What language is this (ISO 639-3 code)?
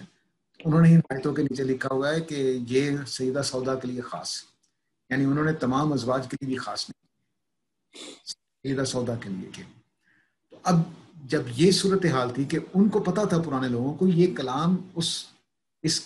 urd